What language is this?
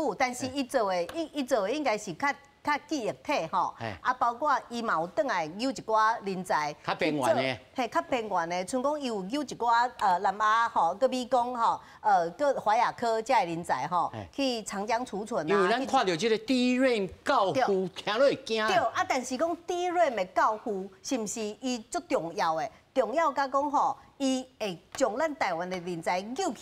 Min Nan Chinese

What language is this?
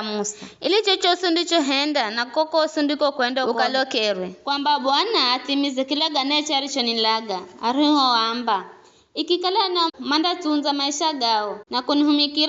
Giryama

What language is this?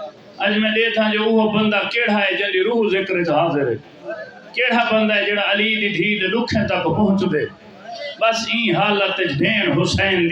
Saraiki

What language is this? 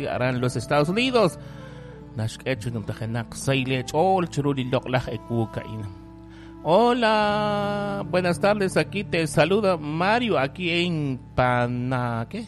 Kekchí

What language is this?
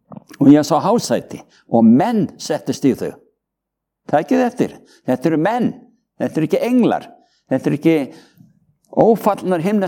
Icelandic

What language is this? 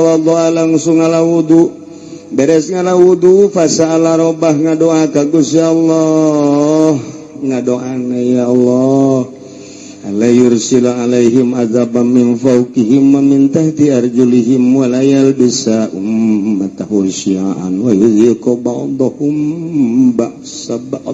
Sundanese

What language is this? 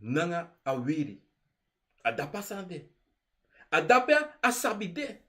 Sranan Tongo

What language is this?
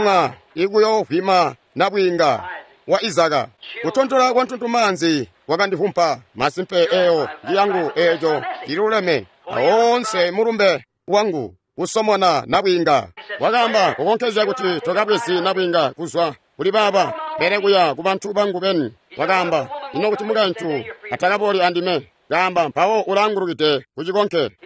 Tonga (Zambia)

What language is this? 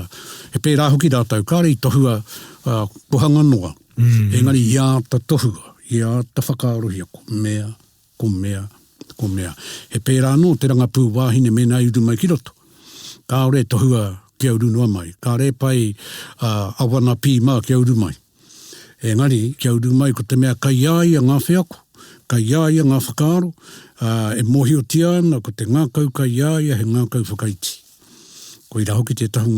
Māori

